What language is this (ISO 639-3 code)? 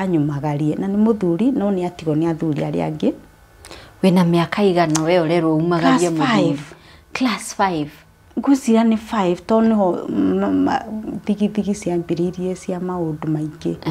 kik